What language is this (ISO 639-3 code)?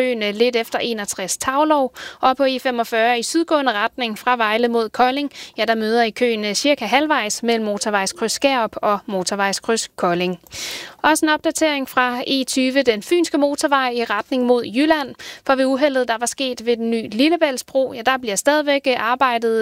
dan